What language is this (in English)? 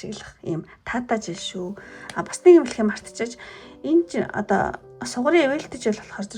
Mongolian